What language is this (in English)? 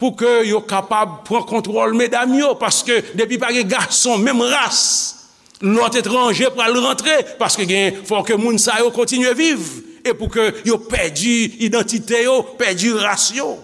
Haitian Creole